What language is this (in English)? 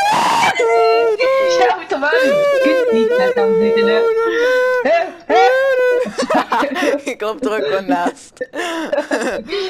Dutch